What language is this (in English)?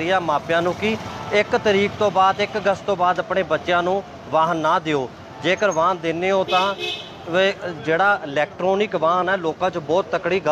Punjabi